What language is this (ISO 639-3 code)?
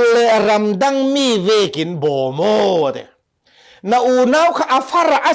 cfm